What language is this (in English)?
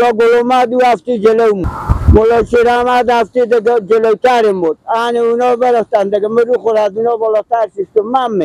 Persian